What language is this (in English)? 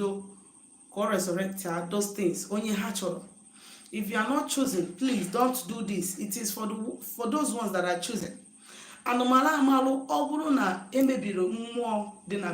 Igbo